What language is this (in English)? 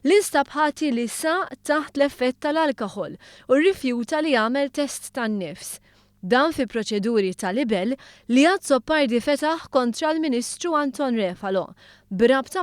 Maltese